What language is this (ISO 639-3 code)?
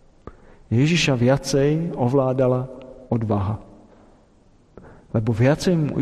slk